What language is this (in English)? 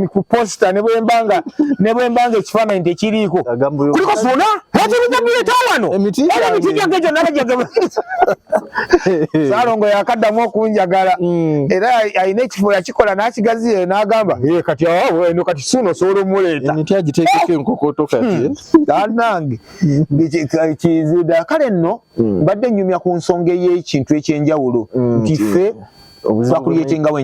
Ganda